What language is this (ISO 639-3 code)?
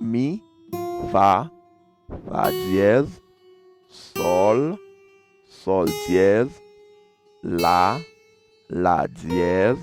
hat